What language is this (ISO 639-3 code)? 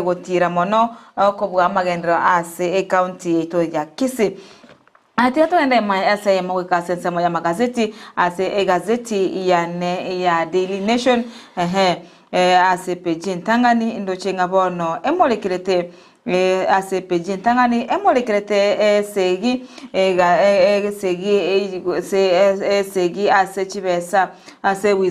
guz